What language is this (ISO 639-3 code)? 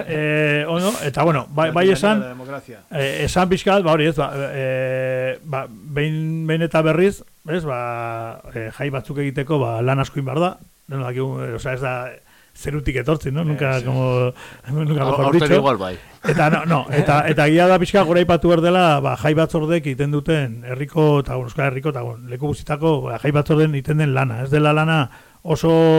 eus